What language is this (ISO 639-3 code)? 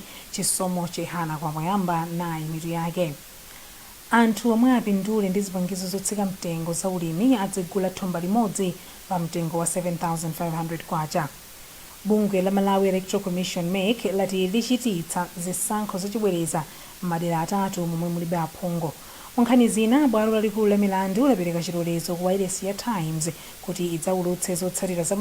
nya